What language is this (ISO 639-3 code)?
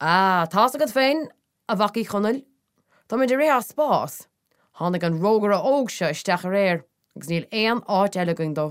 gle